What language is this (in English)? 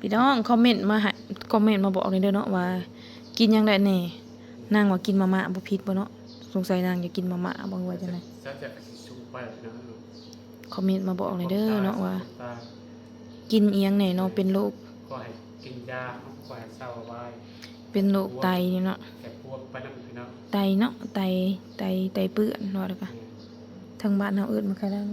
Northeastern Thai